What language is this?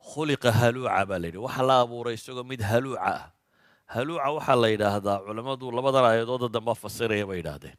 Somali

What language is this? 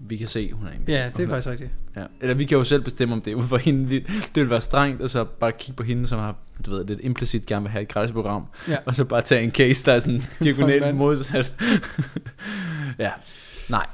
Danish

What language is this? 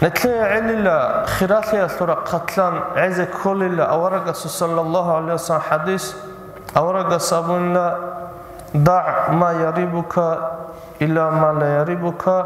Avaric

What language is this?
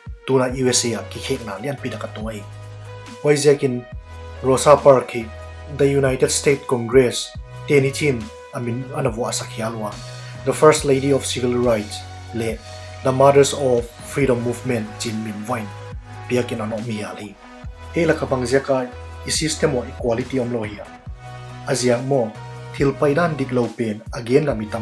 Paite Chin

